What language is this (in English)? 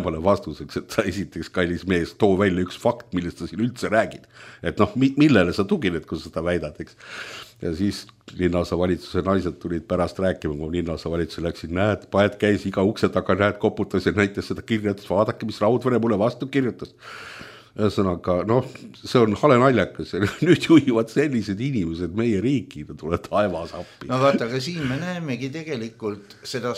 Estonian